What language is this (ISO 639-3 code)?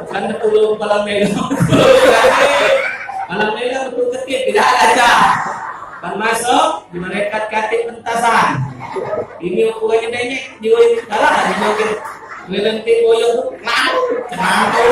mui